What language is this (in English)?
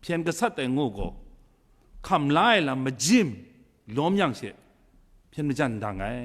Kachin